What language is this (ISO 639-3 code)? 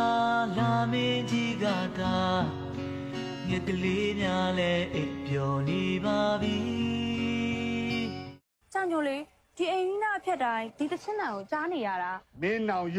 mya